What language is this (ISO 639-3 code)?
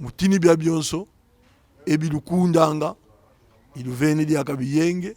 kon